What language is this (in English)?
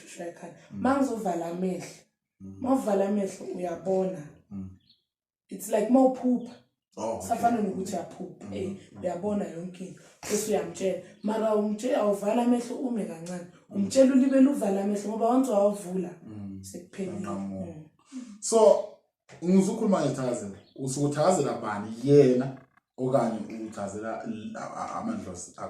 Zulu